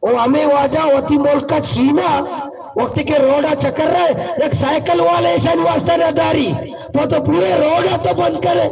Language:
Baluchi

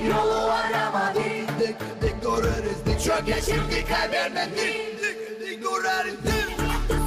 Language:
Gagauz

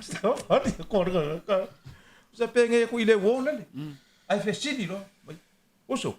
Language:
Samoan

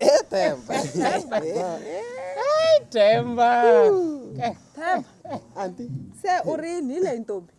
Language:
Tsonga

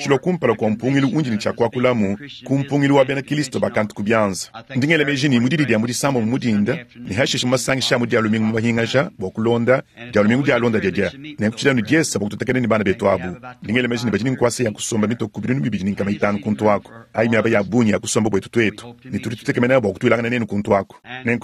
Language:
Luba-Lulua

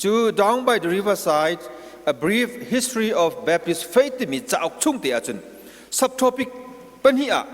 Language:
Hakha Chin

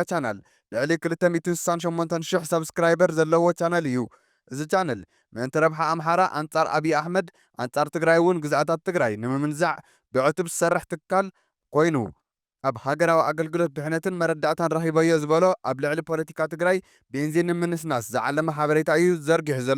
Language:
Tigrinya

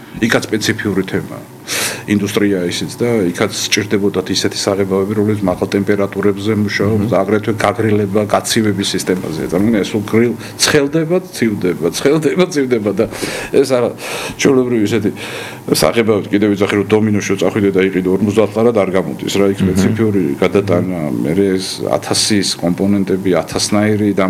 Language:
Georgian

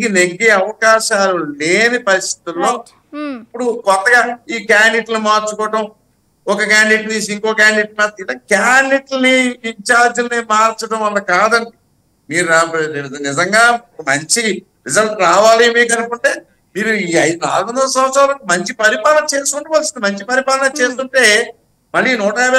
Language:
Telugu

